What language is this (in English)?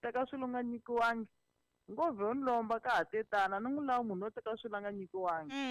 Tsonga